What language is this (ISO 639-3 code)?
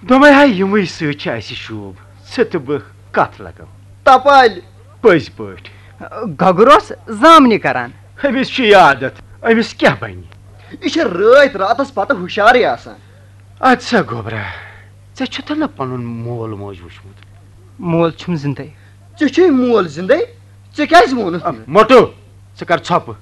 kas